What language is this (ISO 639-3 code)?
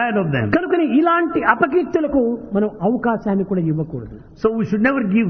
tel